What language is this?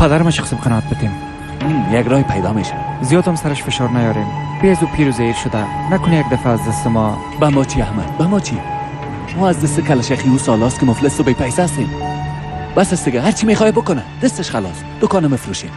Persian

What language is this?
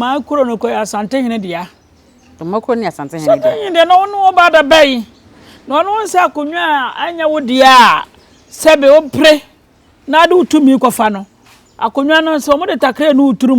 Akan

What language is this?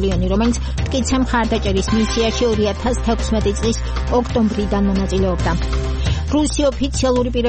Georgian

